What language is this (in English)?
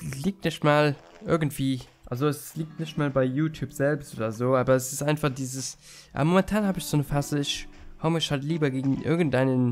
German